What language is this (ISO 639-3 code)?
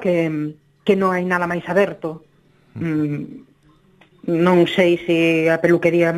glg